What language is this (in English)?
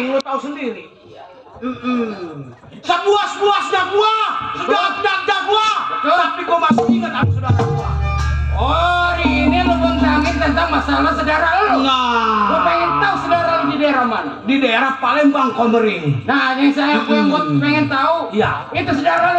Betawi